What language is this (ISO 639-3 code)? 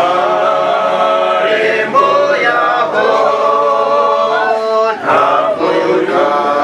kin